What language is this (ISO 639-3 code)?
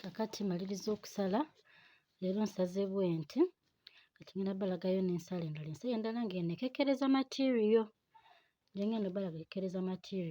lug